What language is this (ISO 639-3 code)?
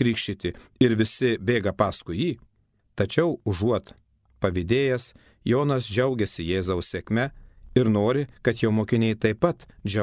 lit